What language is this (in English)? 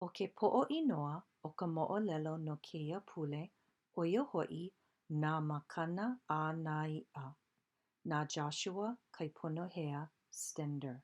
Hawaiian